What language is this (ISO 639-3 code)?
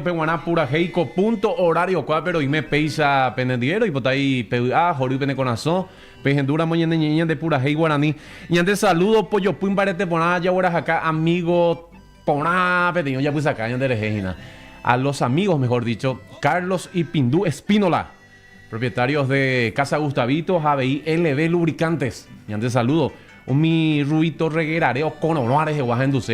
grn